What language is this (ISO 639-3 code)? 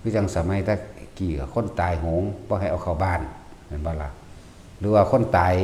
tts